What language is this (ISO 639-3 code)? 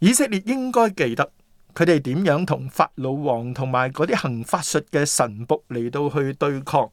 yue